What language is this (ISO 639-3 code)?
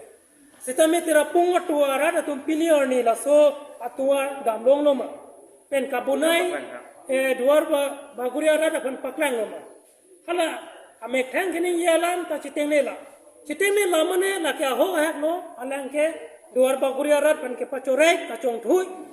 mjw